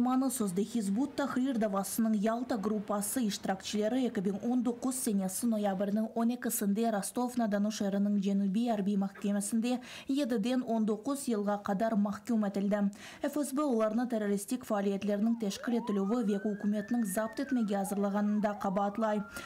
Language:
Crimean Tatar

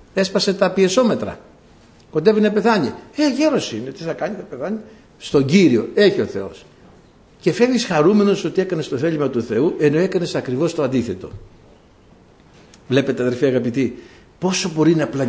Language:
Greek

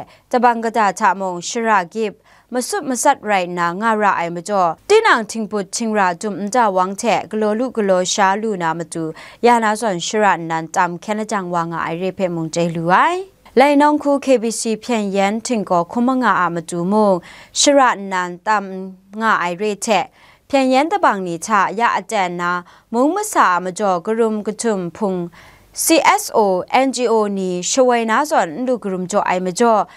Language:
Kachin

